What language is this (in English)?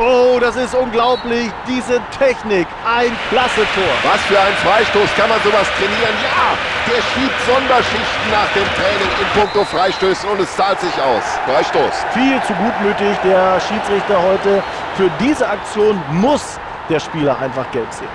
Bavarian